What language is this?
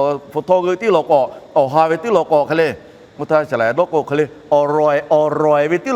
Lahu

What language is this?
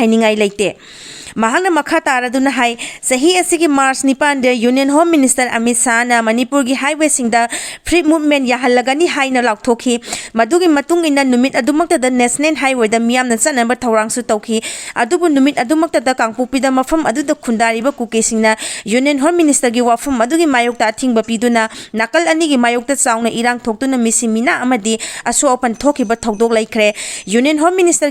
Manipuri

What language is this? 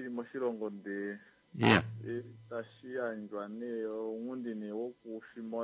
Kuanyama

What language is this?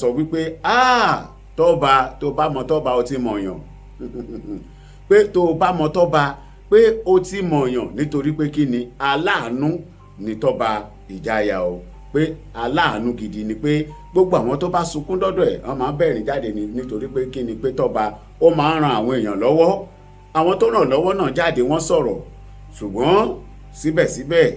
Yoruba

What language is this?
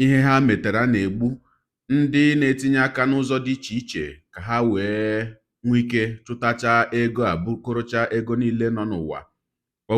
Igbo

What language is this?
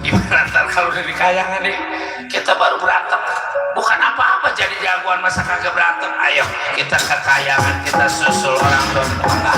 Betawi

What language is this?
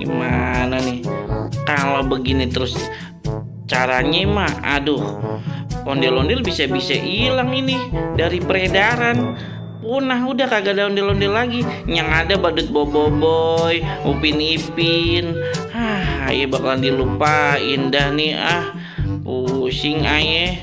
Betawi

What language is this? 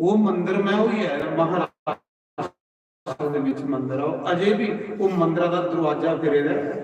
Dogri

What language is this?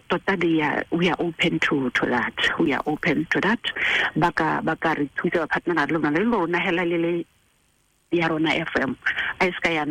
Tswana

